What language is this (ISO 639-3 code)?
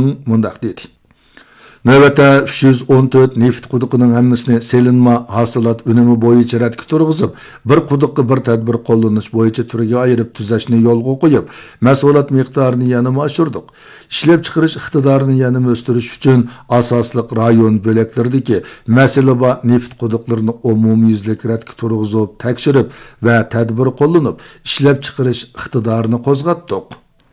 uig